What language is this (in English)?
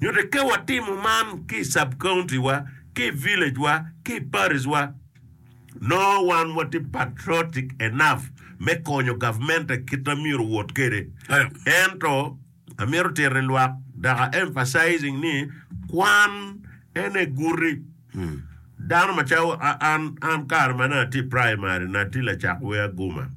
Acoli